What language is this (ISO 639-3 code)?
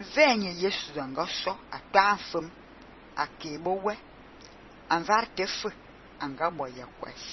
fan